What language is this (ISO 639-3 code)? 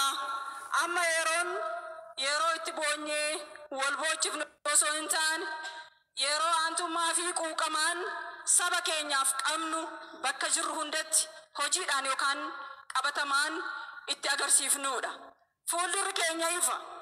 orm